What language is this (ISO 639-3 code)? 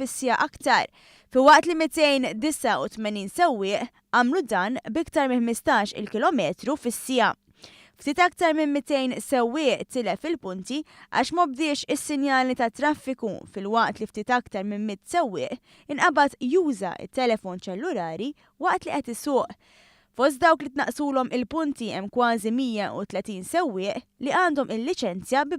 mlt